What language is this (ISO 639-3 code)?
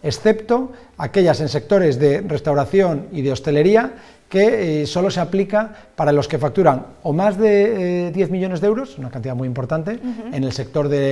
spa